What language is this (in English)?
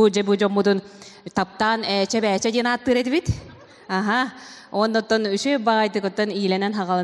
Yakut